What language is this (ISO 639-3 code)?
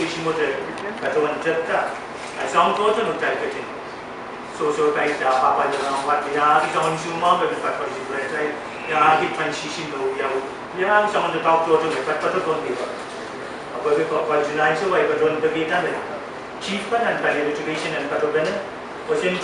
pon